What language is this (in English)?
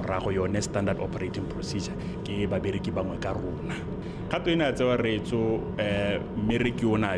Tswana